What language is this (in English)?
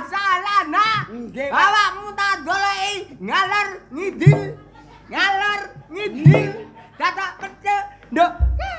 Javanese